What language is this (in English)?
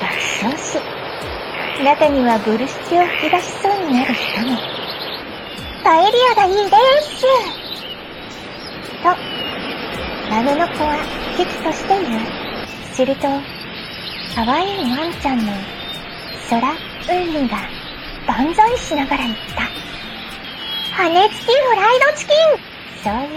Japanese